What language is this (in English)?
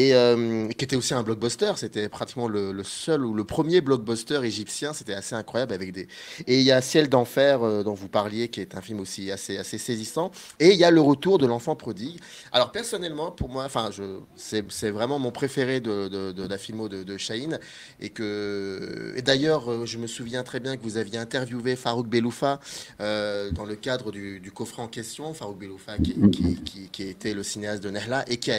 French